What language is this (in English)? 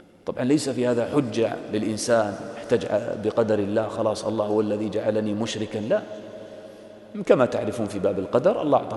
Arabic